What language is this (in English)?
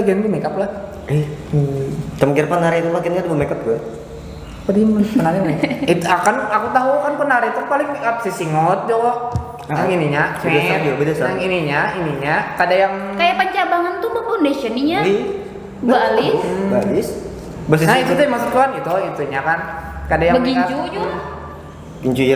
Banjar